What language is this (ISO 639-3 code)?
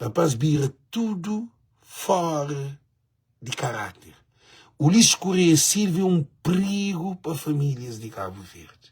kea